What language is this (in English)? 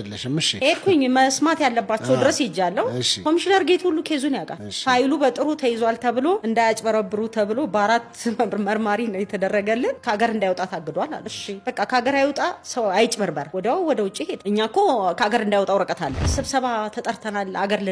Amharic